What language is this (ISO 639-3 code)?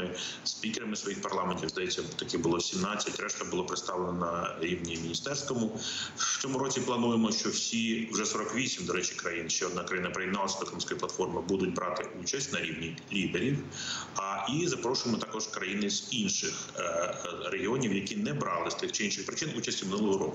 ukr